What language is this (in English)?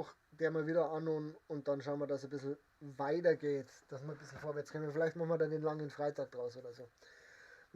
Bavarian